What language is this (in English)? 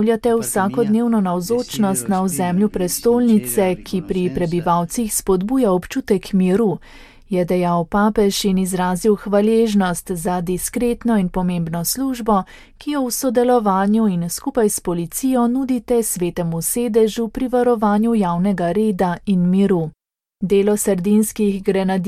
Slovenian